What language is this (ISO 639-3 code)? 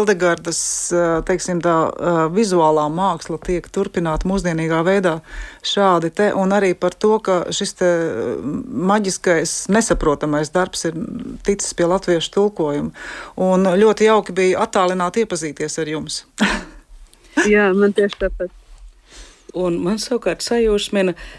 lav